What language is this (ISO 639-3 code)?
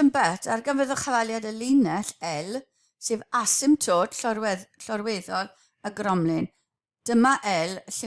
cym